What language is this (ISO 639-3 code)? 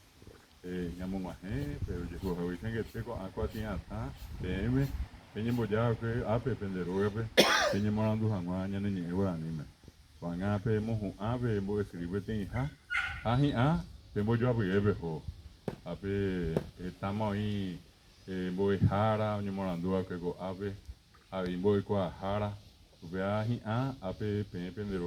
grn